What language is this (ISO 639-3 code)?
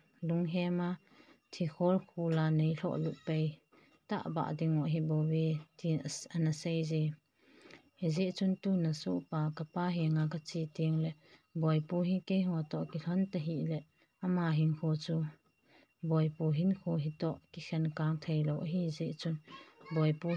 tcz